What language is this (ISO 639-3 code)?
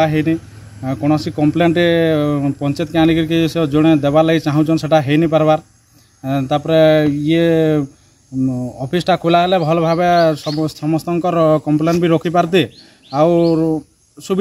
ori